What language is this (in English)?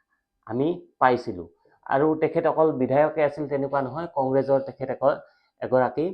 Assamese